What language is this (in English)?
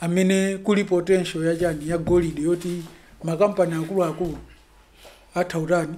Nyanja